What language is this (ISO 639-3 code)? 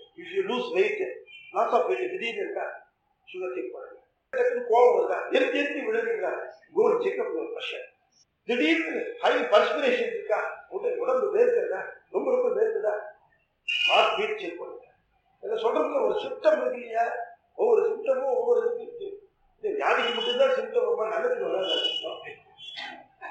tam